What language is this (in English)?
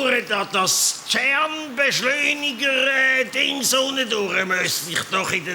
Swiss German